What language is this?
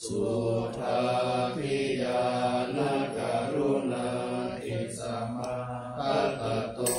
Pali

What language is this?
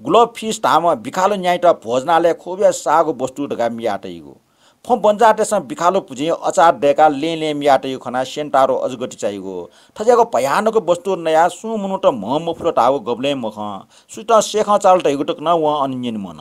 Newari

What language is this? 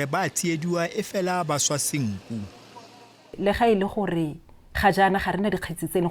Tswana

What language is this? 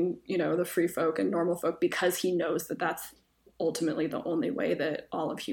English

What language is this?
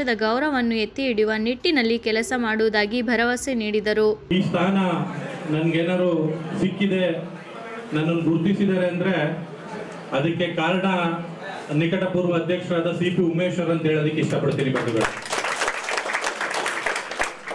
Kannada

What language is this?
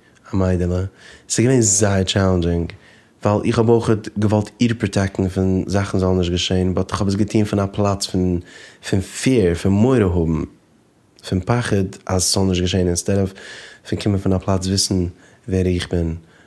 Yiddish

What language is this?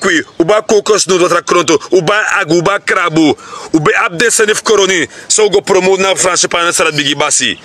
Sranan Tongo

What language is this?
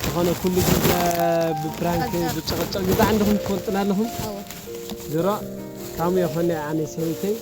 Tigrinya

